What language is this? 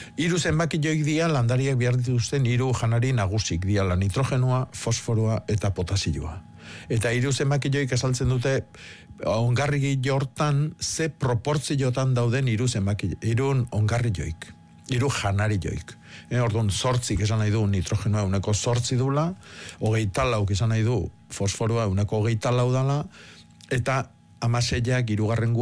Basque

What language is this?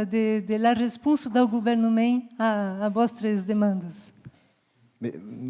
Occitan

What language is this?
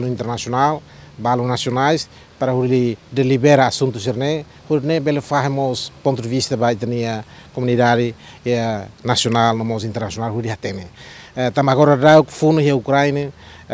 Tetum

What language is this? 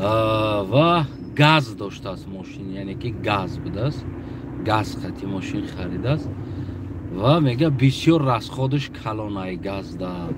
Tajik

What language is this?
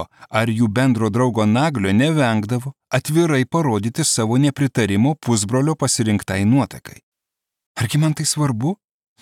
Lithuanian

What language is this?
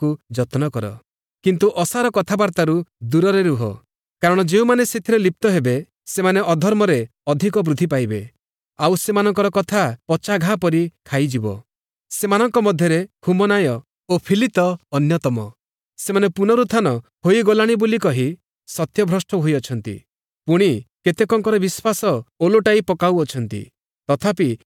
Odia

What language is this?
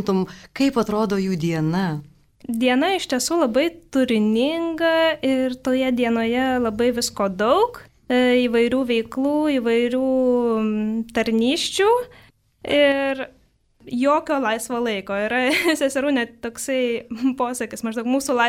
Lithuanian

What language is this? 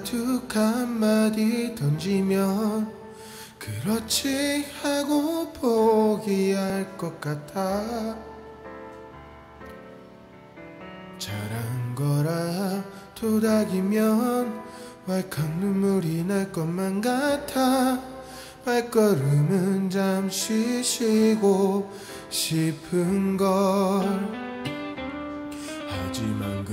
Korean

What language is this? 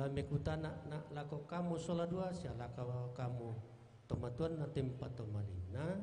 Toraja-Sa'dan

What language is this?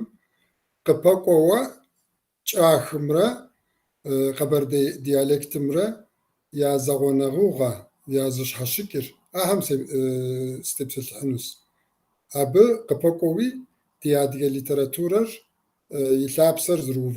Kabardian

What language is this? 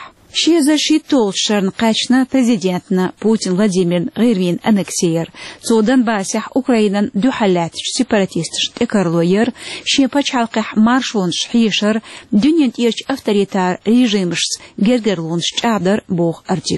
Chechen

